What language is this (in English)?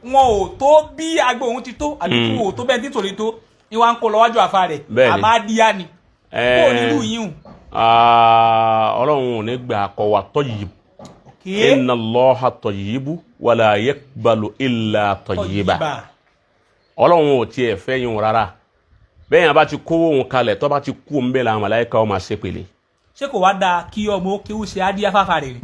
Yoruba